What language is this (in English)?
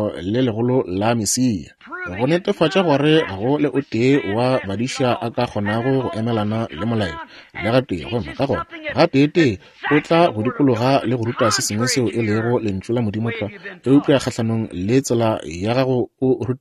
Northern Sotho